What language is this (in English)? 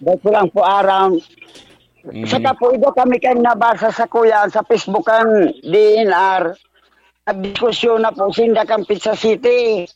Bikol